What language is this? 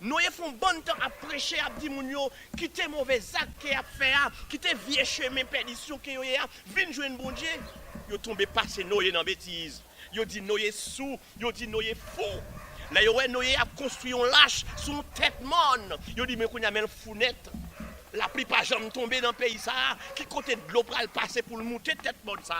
Haitian Creole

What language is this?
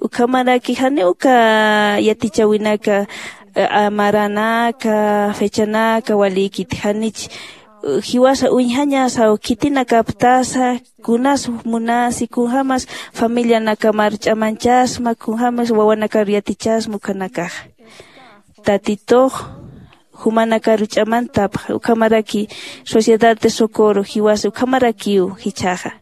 Aymara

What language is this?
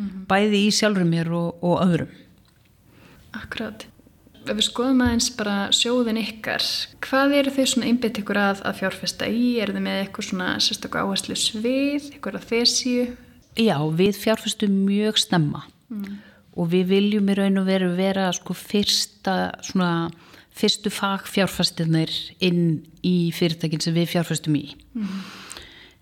Icelandic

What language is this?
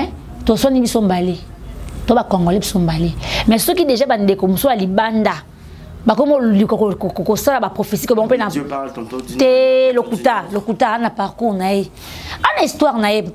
Lingala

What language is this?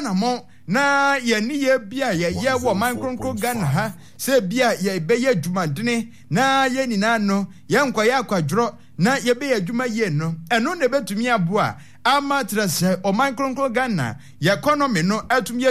Akan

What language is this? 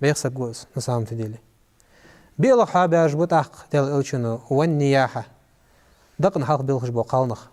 Ingush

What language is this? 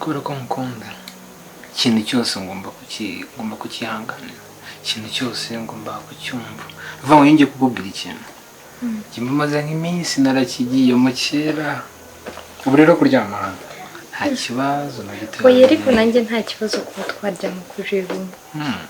Kinyarwanda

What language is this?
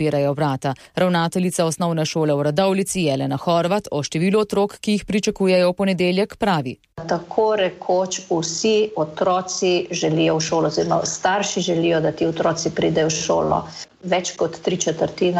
Slovenian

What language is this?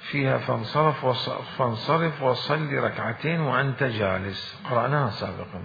Mesopotamian Arabic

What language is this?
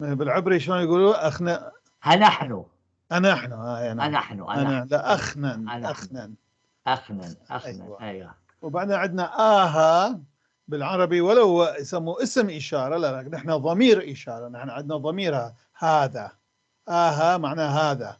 North Levantine Arabic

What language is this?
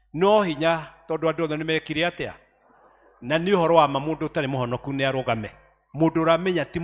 Kikuyu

